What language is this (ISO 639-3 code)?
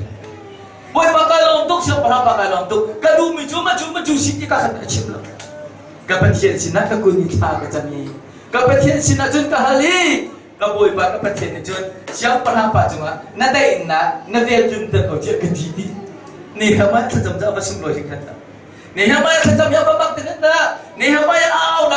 cnh